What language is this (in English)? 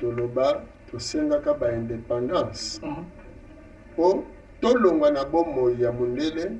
Lingala